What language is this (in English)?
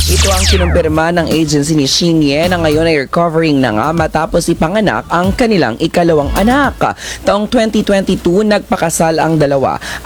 Filipino